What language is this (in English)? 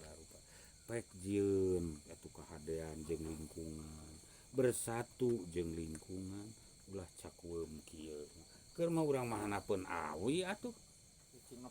Sundanese